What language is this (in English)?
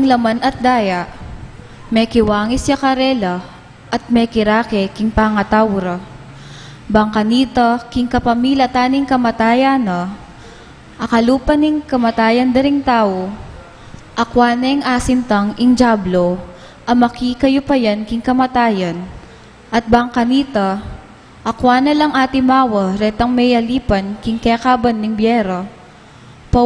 Pampanga